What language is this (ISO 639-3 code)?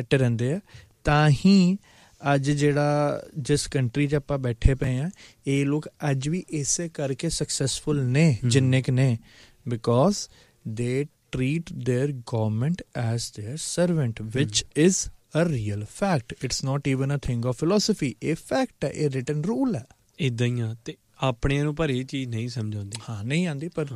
pan